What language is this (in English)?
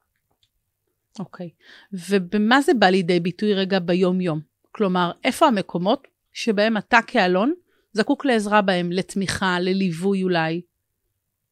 Hebrew